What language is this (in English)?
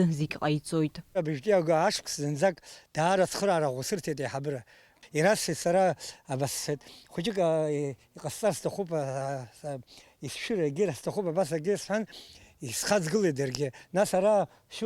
Abkhazian